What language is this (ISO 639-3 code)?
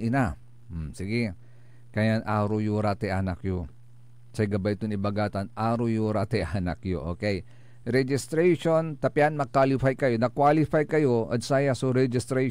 pag